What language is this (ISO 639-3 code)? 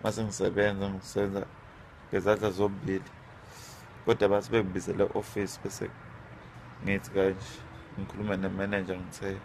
zul